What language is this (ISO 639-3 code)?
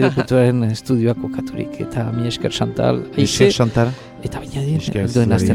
eus